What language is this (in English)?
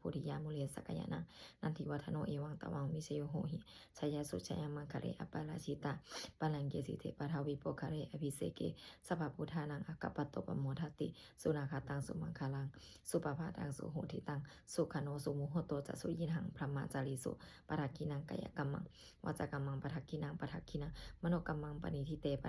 Pali